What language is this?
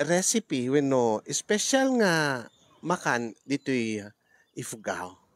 Iloko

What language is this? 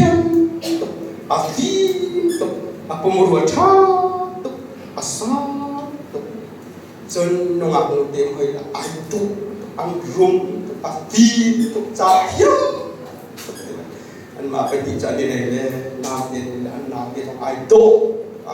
Hakha Chin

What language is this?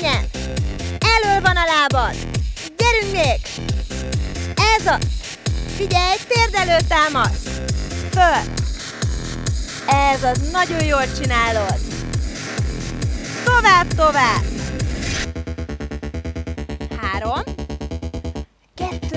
Hungarian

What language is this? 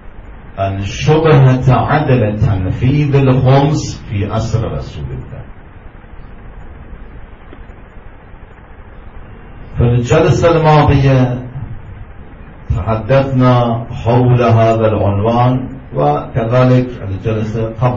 Arabic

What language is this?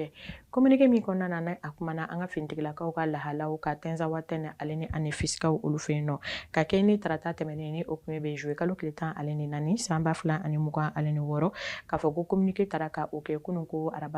Bambara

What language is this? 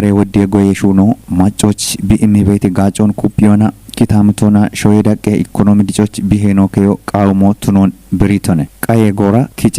Kafa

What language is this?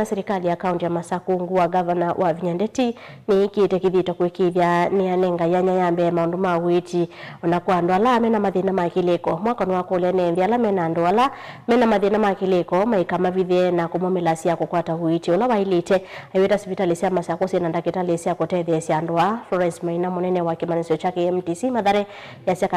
Kamba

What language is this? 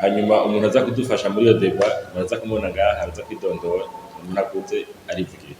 Rundi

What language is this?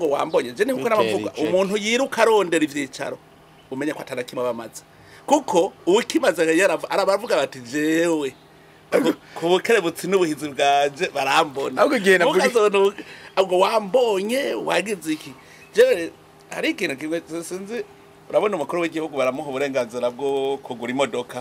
Rundi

